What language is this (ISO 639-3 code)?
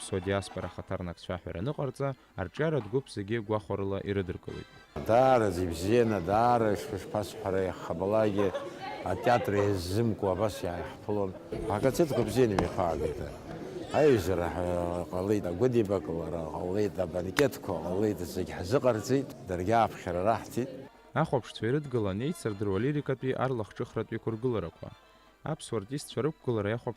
abk